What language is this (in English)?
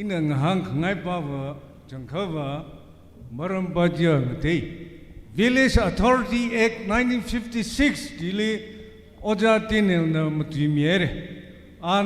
Tangkhul Naga (India)